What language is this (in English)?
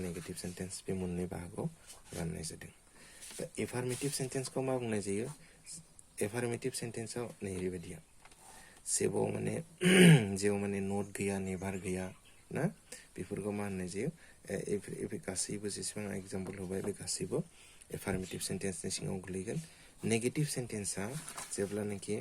Bodo